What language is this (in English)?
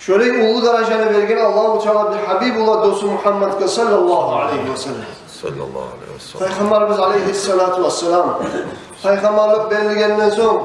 Kumyk